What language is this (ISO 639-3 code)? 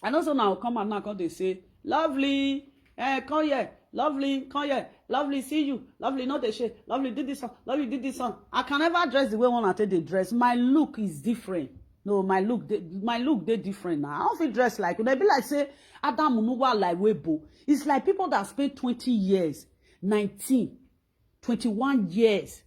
pcm